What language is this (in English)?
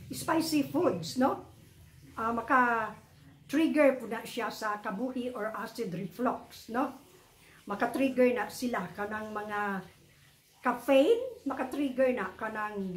Cebuano